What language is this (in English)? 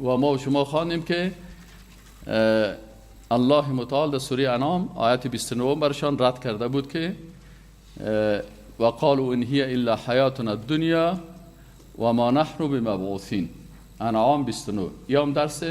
Persian